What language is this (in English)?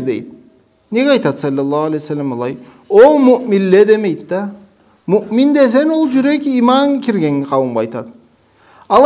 Karachay-Balkar